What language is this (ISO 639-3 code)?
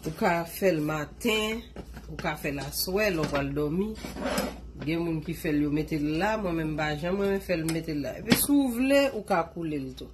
hat